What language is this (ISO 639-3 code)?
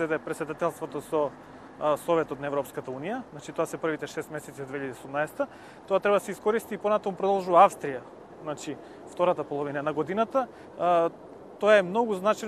mkd